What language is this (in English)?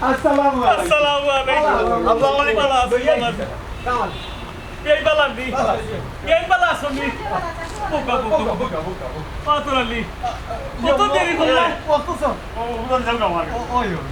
Sylheti